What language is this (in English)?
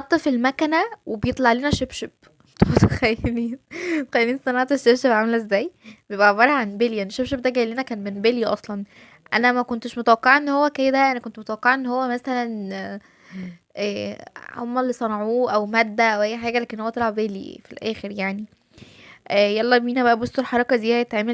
Egyptian Arabic